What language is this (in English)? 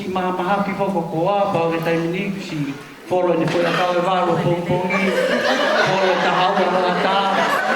Tongan